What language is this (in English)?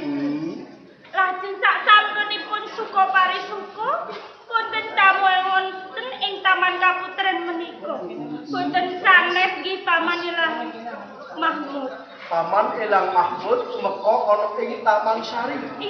Javanese